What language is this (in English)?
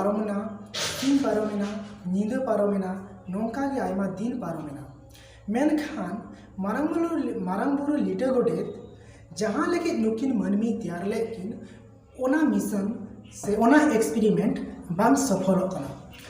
Santali